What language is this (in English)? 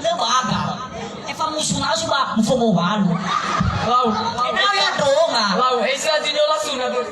Nias